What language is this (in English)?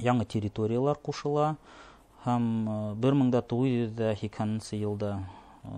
Bashkir